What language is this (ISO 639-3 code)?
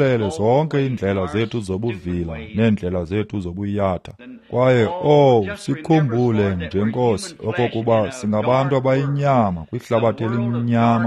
xho